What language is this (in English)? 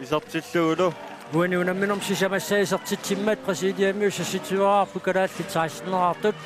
Kalaallisut